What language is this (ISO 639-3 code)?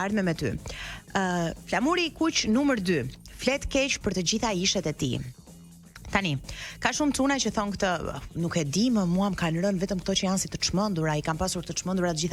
sqi